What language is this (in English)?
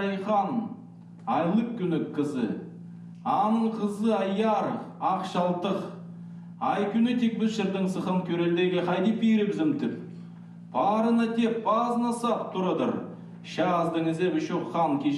Khakas